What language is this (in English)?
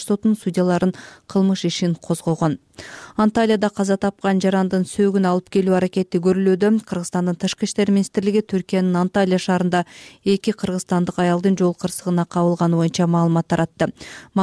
Kyrgyz